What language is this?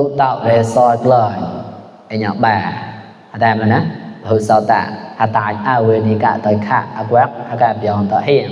Mon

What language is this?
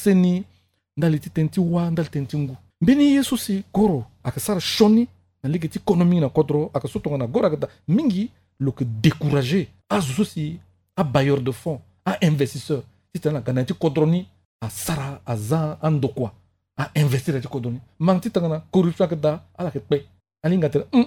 Sango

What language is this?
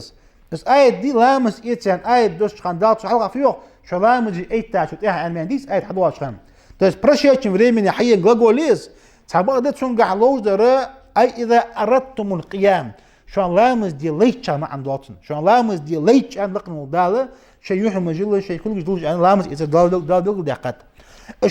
Ingush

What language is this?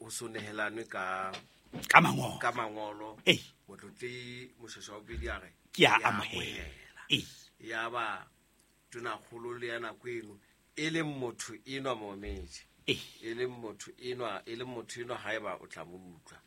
Southern Sotho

